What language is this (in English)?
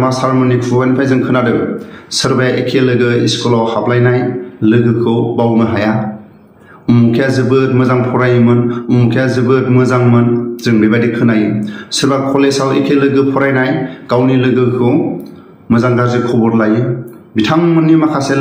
Bodo